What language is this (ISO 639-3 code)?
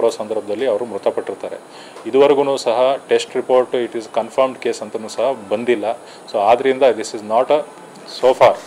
kan